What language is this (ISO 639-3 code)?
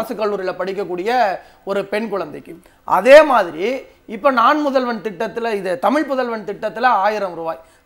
tam